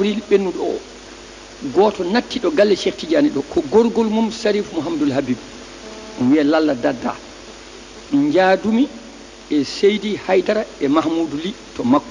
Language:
Fula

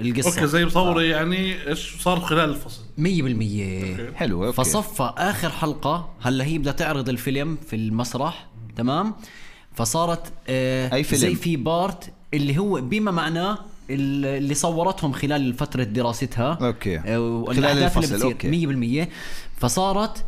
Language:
North Levantine Arabic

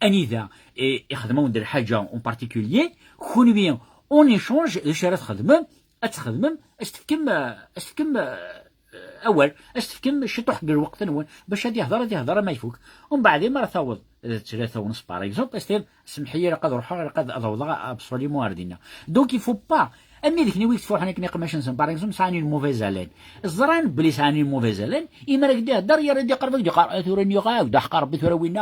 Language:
Kabyle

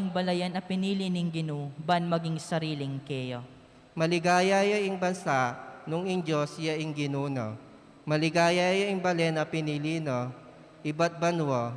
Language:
Pampanga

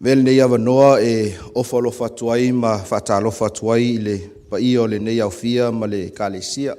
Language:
Samoan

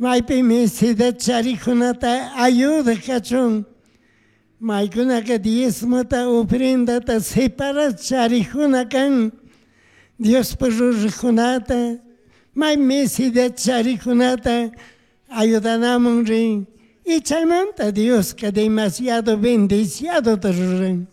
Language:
Chimborazo Highland Quichua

